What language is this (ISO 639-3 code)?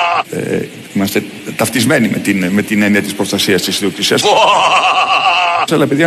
ell